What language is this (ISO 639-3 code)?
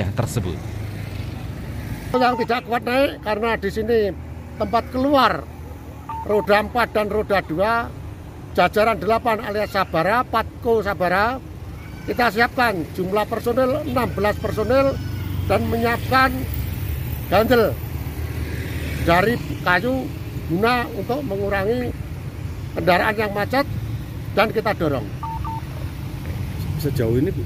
ind